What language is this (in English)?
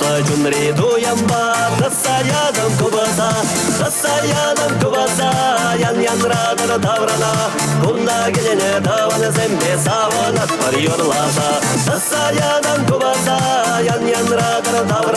Chuvash